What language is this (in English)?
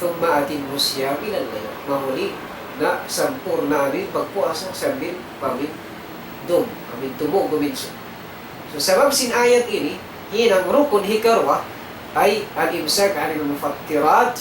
Tausug